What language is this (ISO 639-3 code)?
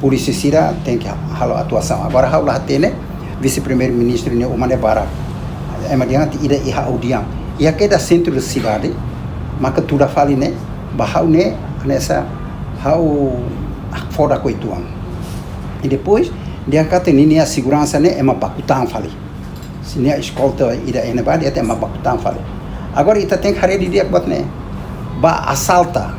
tet